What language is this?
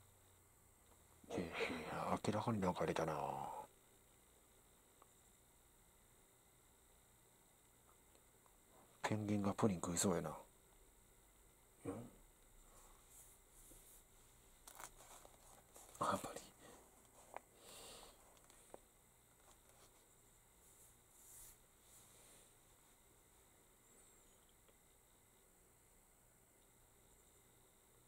Japanese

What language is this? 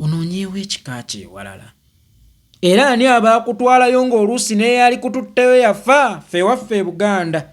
Ganda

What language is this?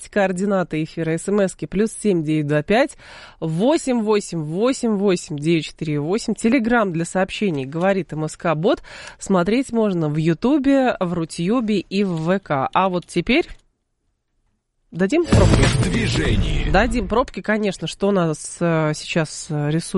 Russian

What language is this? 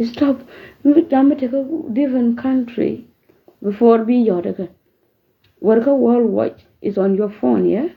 Nuer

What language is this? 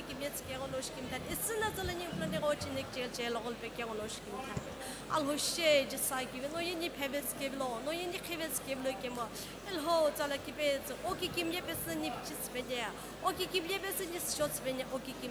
Sumi Naga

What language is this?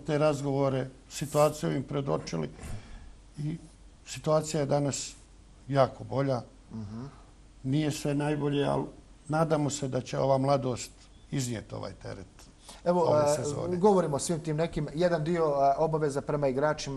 Bosnian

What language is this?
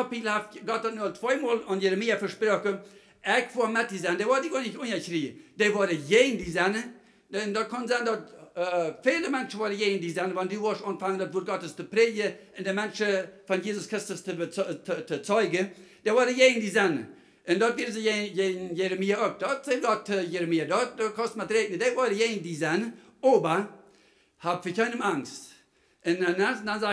Plautdietsch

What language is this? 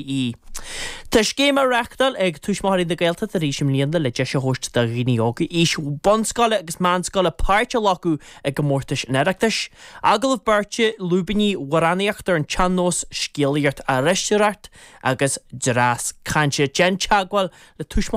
Irish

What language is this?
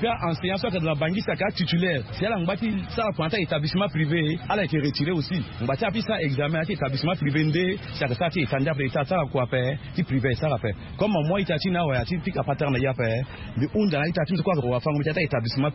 Sango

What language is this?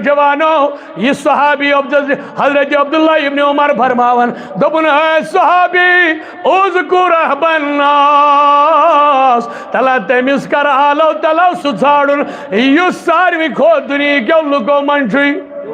Kashmiri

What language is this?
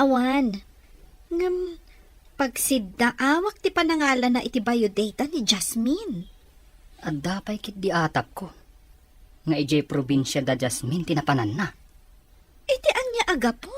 Iloko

